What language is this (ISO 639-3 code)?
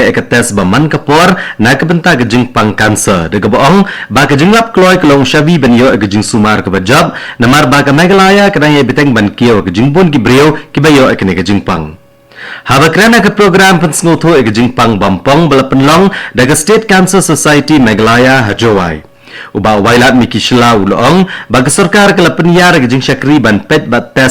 kha